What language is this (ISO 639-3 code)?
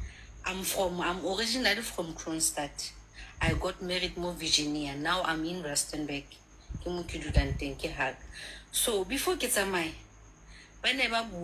sot